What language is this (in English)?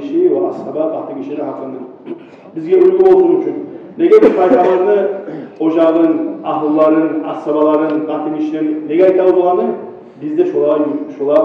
Kumyk